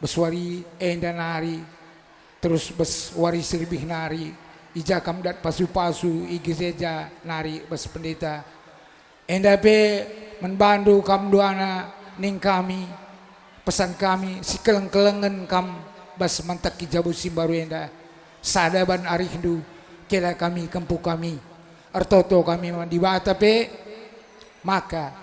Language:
Batak Karo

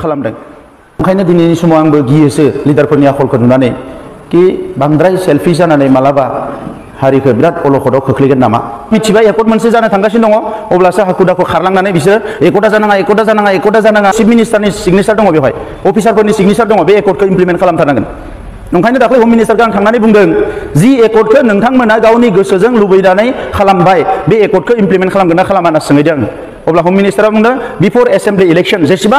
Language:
Bodo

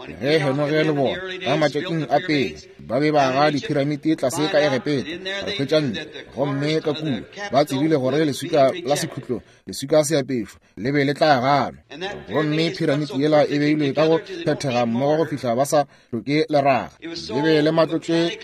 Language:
Northern Sotho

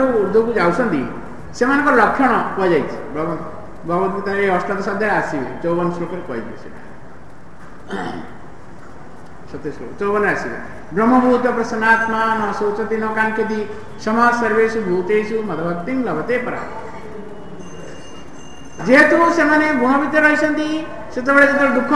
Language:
Odia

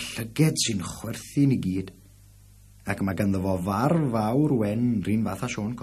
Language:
Welsh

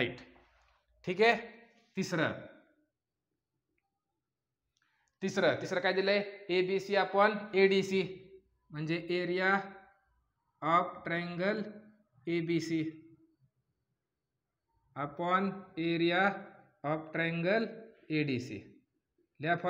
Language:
Marathi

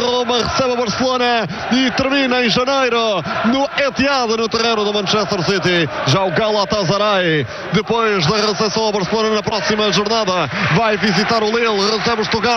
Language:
Portuguese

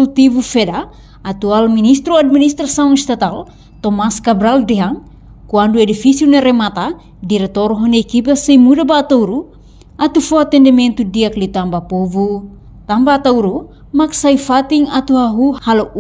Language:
Tetum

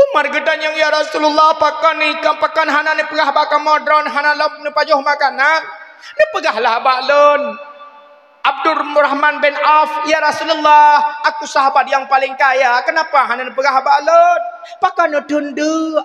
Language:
Achinese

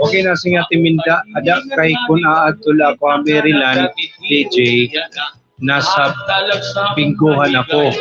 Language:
Waray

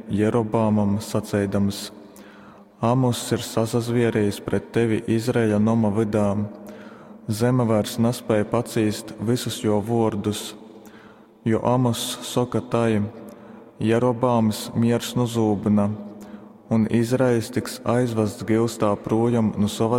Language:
Latgalian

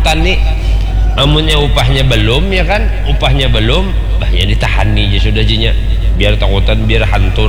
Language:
Indonesian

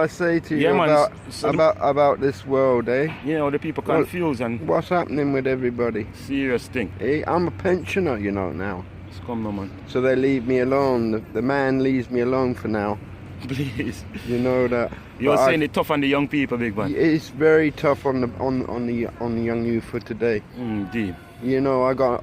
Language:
Jamaican Creole English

